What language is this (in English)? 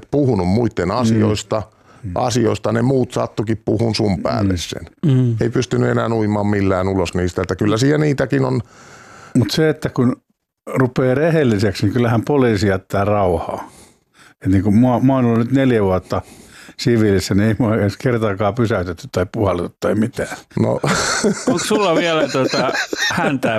Finnish